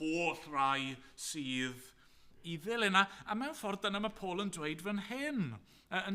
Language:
Welsh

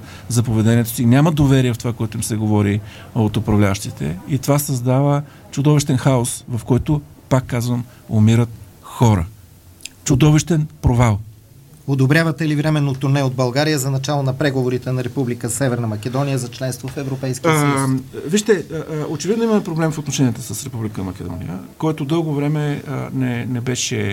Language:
Bulgarian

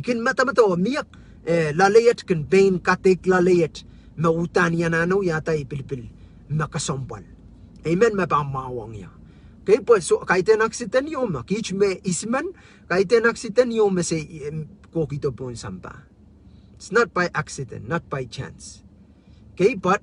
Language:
Pohnpeian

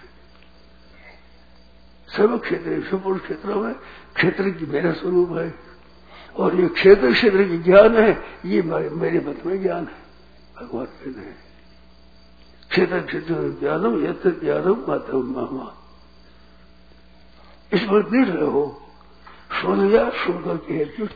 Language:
Hindi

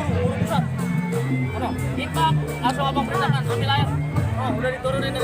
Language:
Betawi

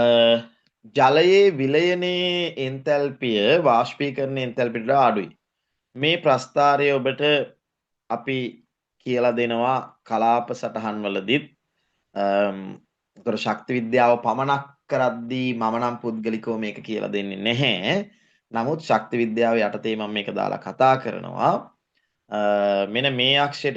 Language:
Sinhala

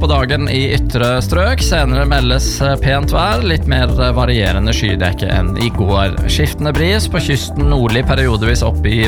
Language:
Norwegian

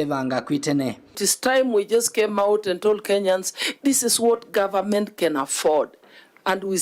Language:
Kamba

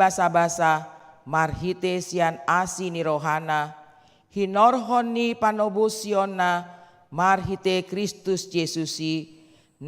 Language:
Batak Toba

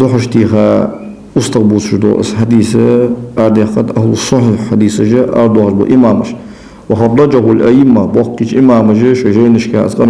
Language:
Ingush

